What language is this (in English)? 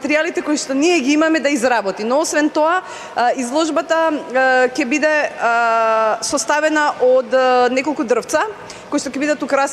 Macedonian